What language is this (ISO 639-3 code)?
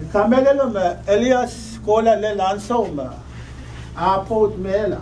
pon